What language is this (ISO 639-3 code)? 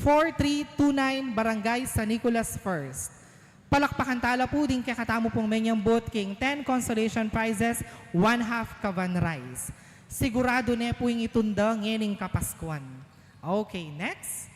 pam